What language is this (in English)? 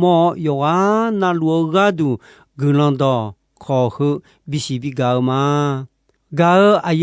Akha